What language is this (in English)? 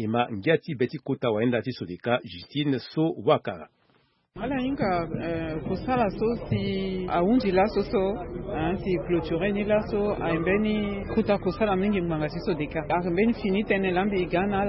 Sango